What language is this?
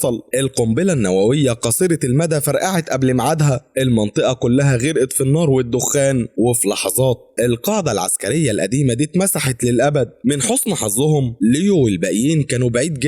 Egyptian Arabic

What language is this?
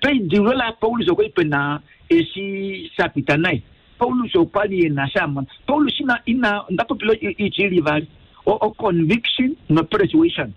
Kuanyama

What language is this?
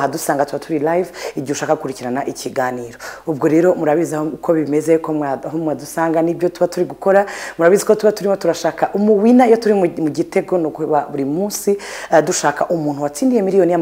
Kinyarwanda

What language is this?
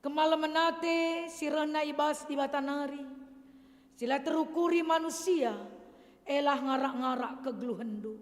Batak Karo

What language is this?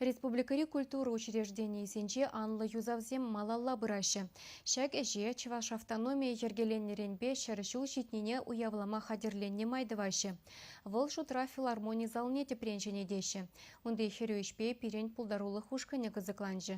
Chuvash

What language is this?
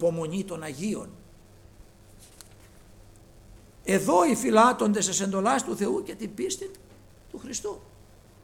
Greek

